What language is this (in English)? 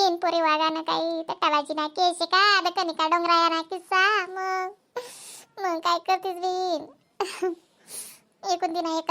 Khandesi